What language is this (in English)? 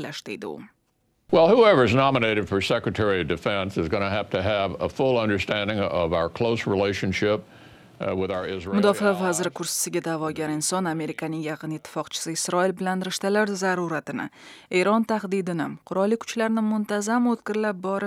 Uzbek